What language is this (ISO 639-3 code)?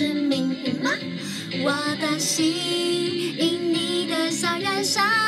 zho